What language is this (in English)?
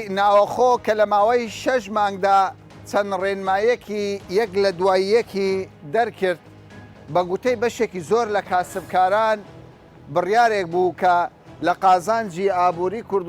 Central Kurdish